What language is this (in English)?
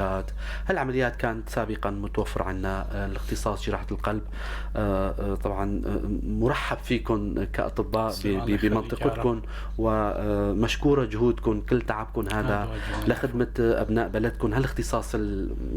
North Levantine Arabic